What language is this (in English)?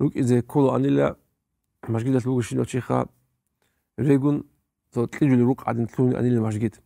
Avaric